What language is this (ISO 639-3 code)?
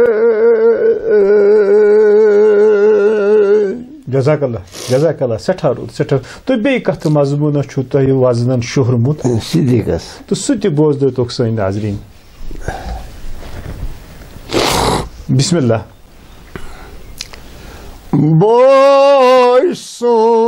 kas